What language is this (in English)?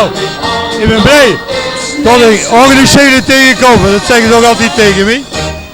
Limburgish